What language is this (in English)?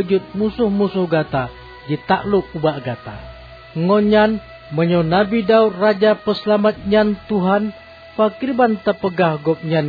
Achinese